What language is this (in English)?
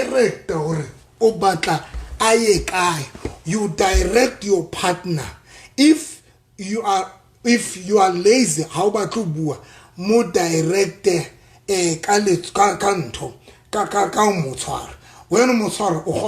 Southern Sotho